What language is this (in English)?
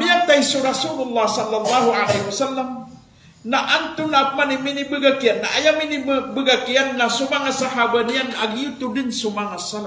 Maranao